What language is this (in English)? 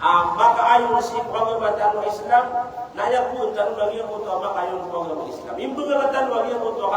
Maranao